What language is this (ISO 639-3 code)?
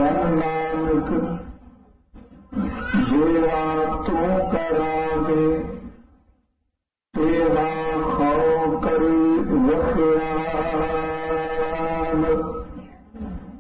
pan